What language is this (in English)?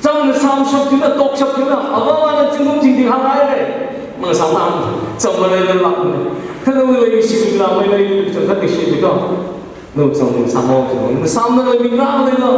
Tangkhul Naga (India)